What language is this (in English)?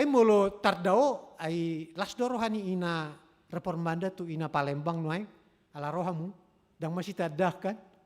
Batak Toba